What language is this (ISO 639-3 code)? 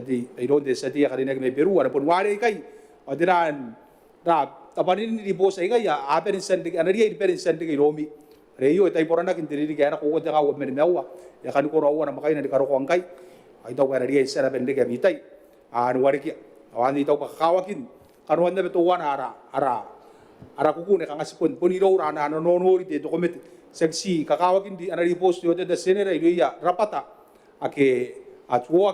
gil